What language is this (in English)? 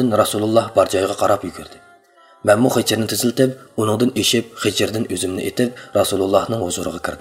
Uyghur